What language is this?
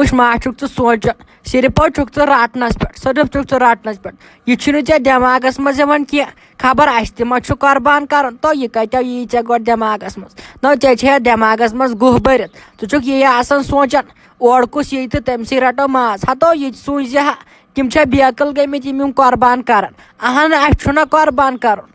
Kashmiri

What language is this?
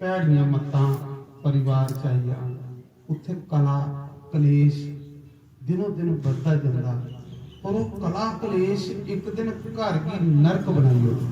Dogri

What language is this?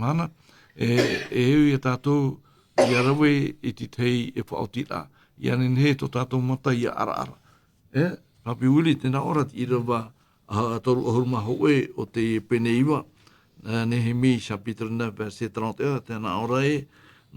Tahitian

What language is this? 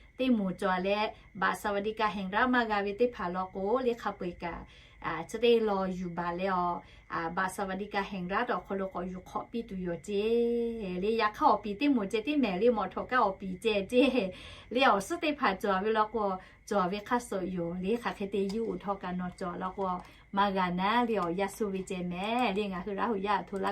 Lahu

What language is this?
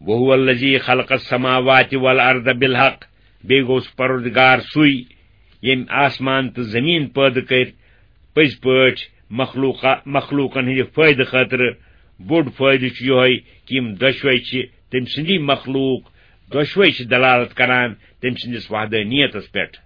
Kashmiri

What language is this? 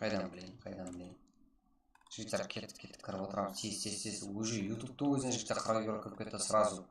Kara-Kalpak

